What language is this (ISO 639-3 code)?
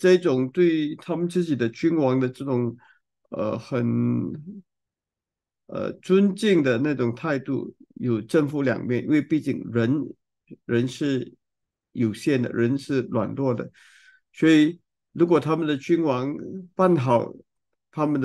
zho